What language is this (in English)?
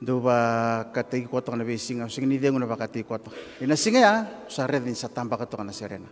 Fijian